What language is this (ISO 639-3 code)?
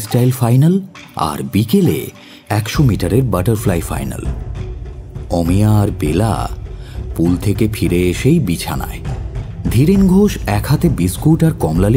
ben